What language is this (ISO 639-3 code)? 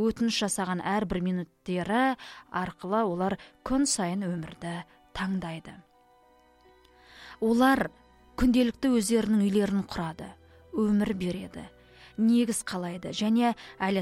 kaz